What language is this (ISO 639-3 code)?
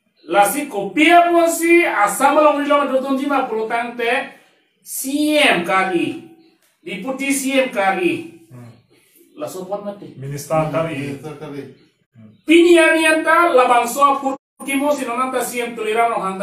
mjw